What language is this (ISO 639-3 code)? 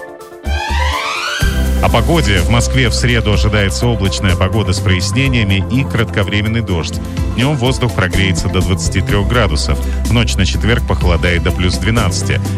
rus